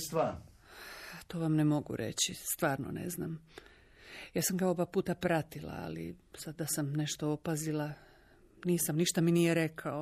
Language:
Croatian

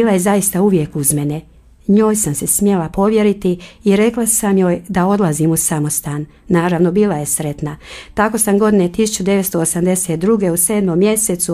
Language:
Croatian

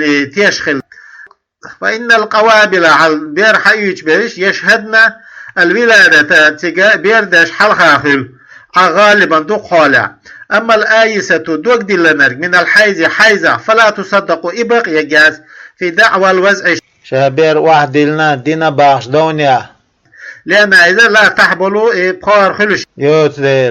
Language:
Chechen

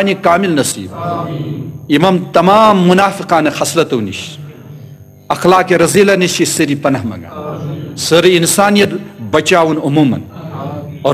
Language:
Kashmiri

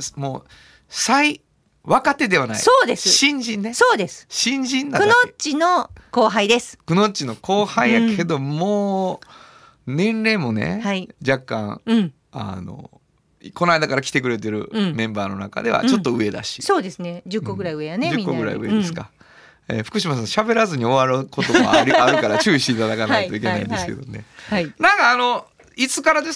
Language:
Japanese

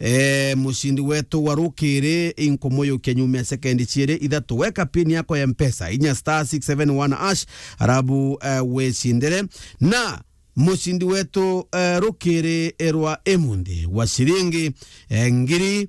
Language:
Meru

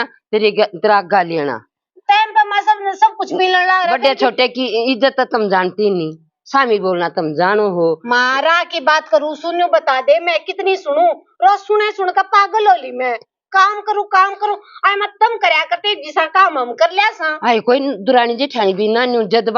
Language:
Haryanvi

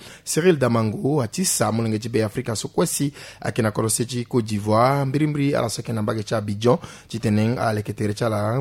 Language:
Sango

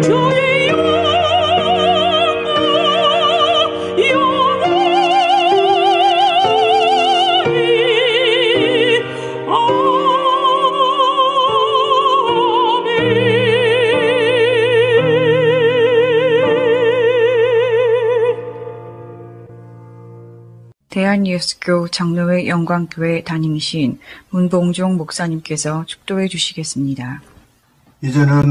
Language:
Korean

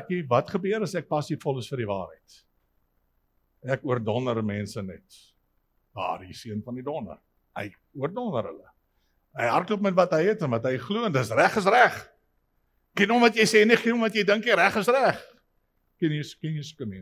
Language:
Afrikaans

